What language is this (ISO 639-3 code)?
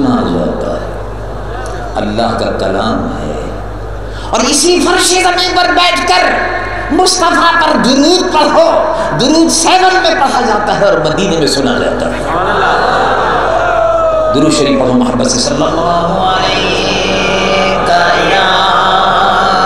urd